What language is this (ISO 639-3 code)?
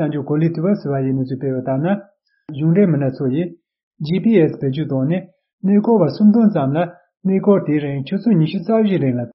bod